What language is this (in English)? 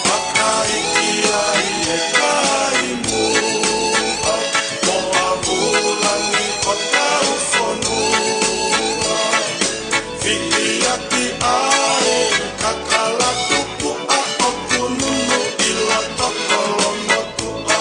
Tongan